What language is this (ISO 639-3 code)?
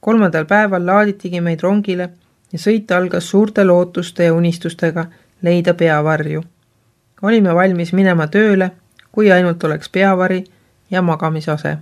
est